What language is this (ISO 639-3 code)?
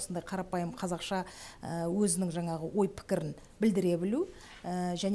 kaz